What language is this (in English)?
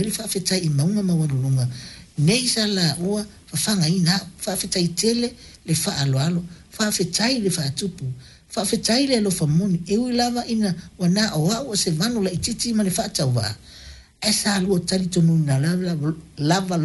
Samoan